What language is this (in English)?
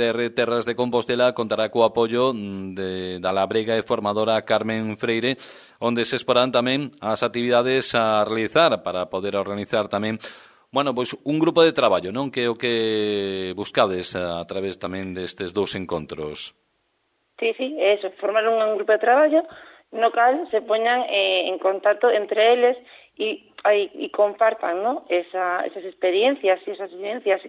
Galician